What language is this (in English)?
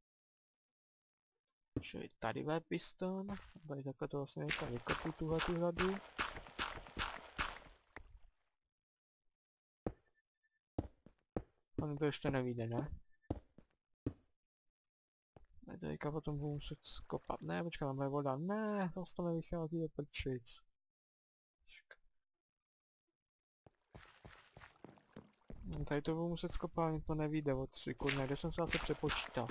Czech